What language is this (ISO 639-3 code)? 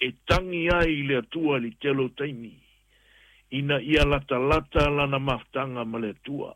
smo